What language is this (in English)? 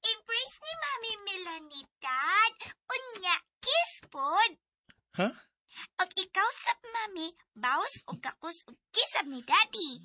Cebuano